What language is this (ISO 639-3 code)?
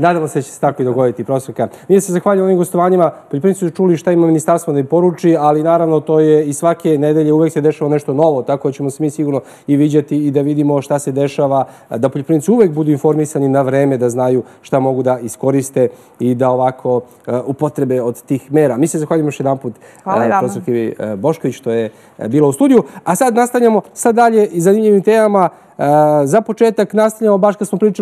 srp